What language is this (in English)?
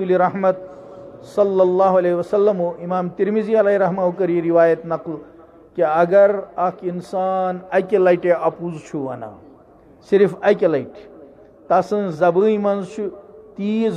Kashmiri